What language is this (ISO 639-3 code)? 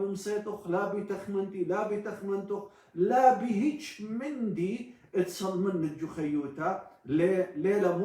aii